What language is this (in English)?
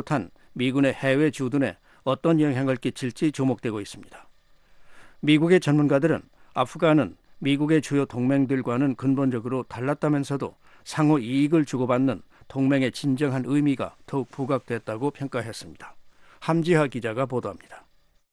Korean